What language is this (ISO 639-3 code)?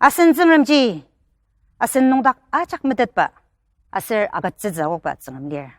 njo